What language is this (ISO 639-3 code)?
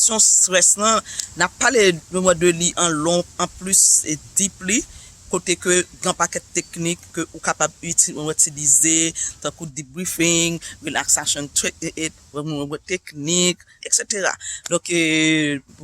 hat